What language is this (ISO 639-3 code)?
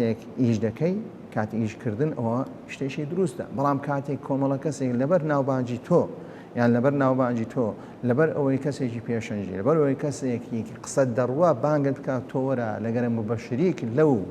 ckb